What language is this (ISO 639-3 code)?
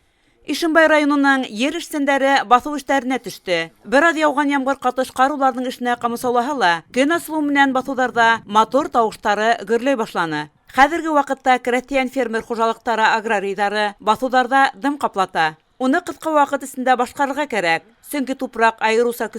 bak